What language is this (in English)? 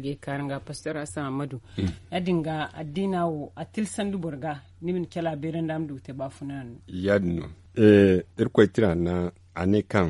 Zarma